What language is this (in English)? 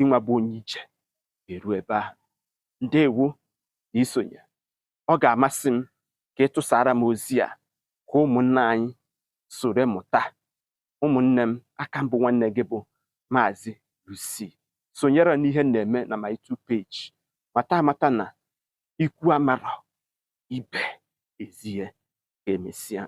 Igbo